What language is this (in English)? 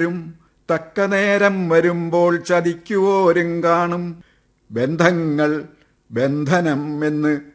Malayalam